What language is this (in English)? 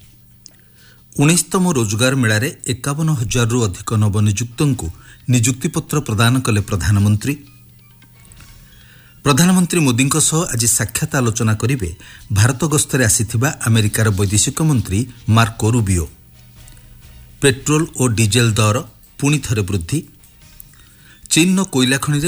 Odia